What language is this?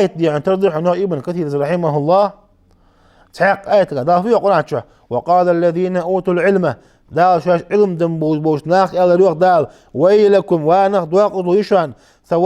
Ingush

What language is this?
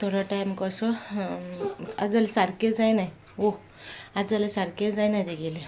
Konkani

